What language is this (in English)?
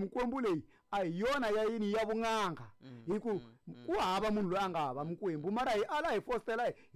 Tsonga